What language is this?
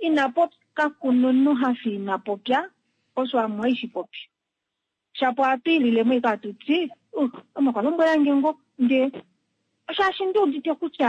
Kuanyama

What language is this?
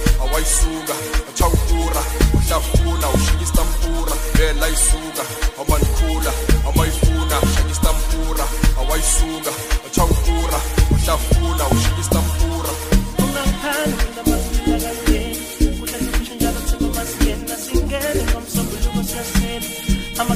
Zulu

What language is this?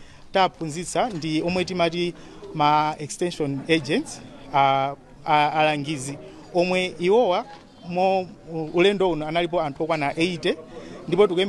Nyanja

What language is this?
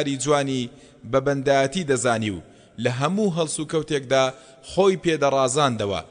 Central Kurdish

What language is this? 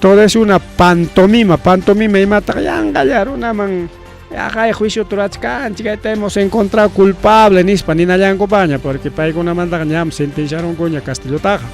Ayacucho Quechua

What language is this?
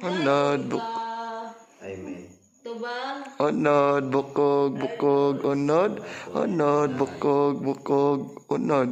Cebuano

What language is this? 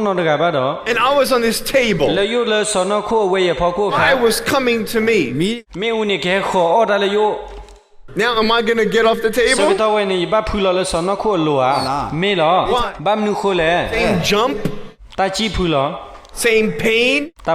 S'gaw Karen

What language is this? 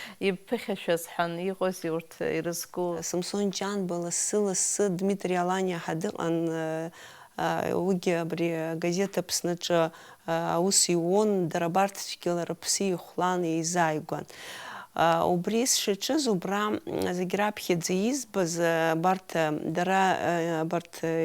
Abkhazian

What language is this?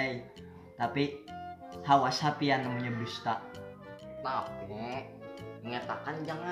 Banjar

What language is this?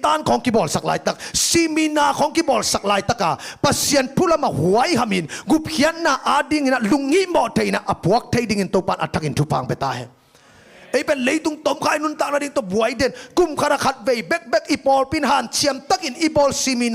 Tedim Chin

